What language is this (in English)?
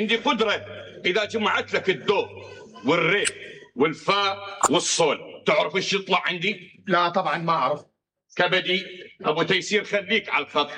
Mesopotamian Arabic